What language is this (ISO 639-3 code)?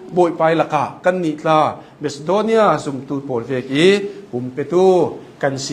cnh